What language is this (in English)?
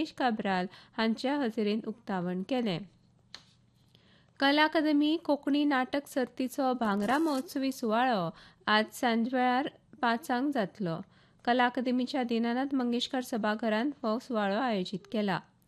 Konkani